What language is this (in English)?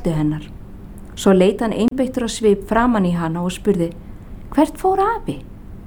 Icelandic